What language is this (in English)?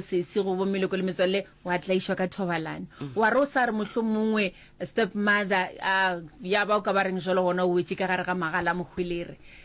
Northern Sotho